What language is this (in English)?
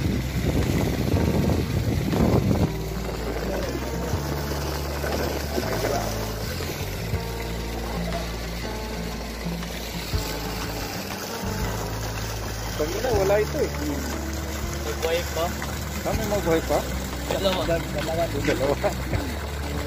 Filipino